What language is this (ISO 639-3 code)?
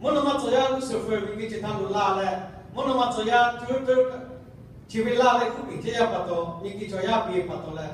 lhu